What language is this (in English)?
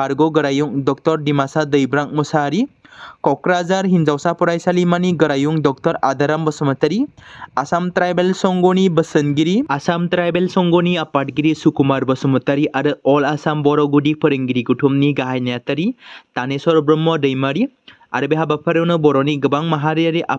Bodo